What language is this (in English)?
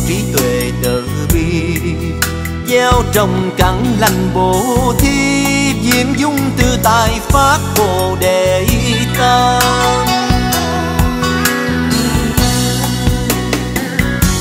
Vietnamese